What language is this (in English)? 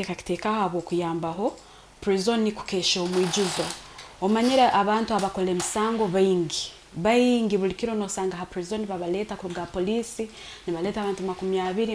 Nyoro